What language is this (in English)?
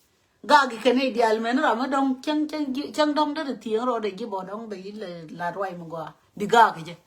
Nuer